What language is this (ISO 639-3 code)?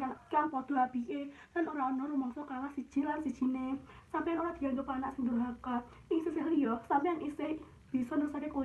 jav